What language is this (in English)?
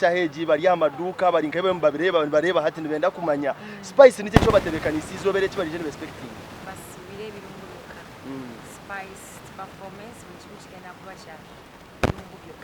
Nyankole